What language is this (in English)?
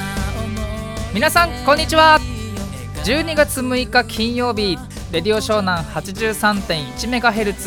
Japanese